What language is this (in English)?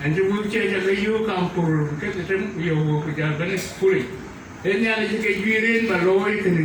Dinka